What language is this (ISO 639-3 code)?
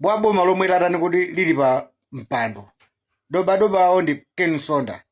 nya